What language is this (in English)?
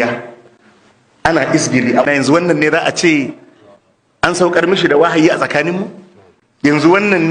Hausa